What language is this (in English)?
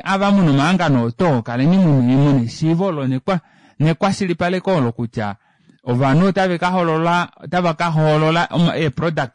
Kuanyama